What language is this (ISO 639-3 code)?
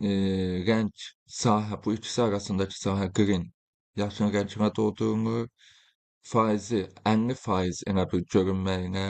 aze